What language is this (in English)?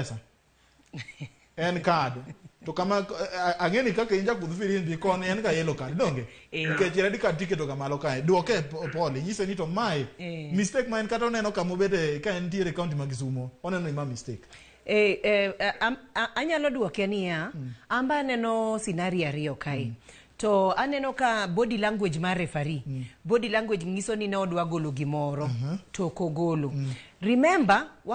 Luo (Kenya and Tanzania)